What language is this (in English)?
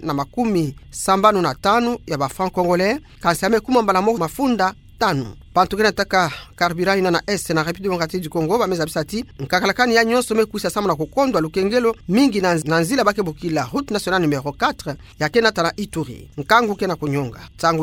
Kituba (Democratic Republic of Congo)